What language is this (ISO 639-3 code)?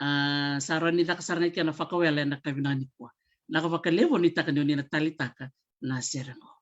fij